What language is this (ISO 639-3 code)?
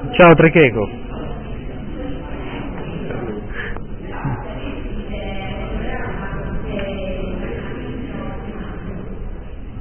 ita